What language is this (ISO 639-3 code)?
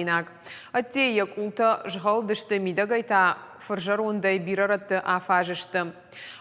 oss